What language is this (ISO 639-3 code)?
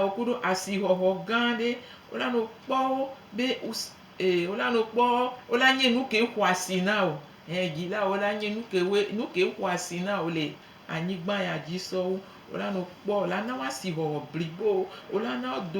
gej